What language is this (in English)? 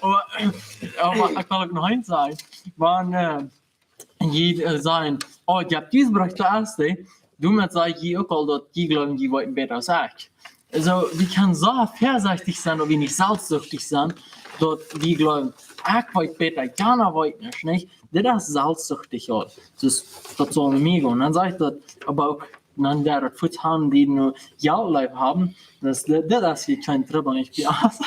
Plautdietsch